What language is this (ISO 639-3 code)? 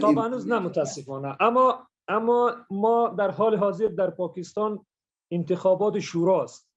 fas